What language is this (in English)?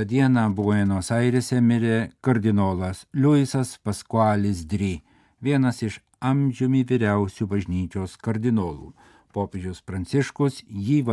Lithuanian